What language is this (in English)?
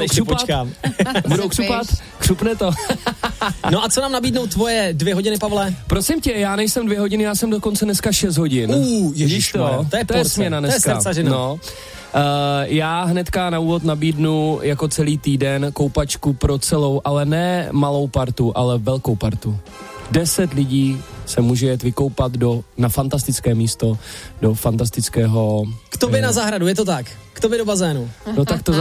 Czech